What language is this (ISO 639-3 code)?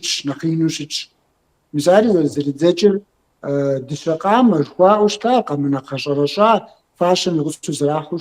kbd